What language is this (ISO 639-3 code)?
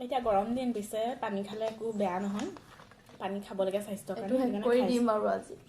asm